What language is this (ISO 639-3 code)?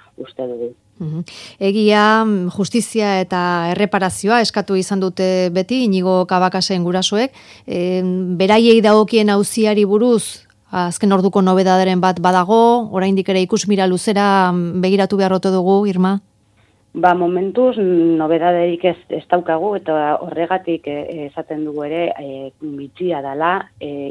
eus